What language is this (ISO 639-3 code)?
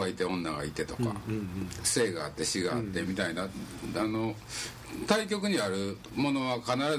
jpn